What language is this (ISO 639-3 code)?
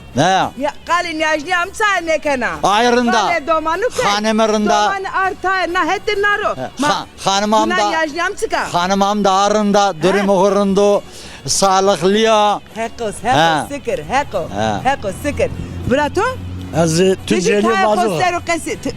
zza